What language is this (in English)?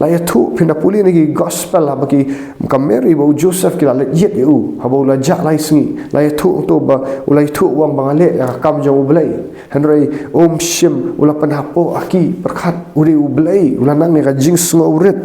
Khasi